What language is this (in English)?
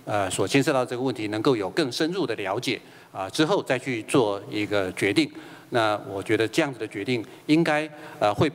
Chinese